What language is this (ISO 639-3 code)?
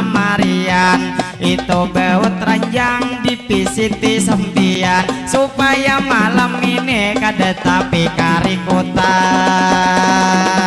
bjn